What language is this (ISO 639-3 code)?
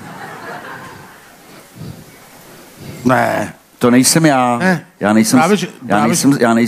ces